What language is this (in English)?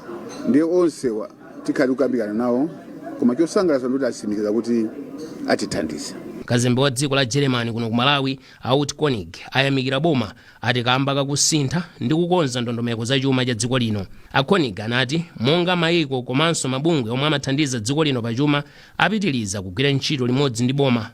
Nyanja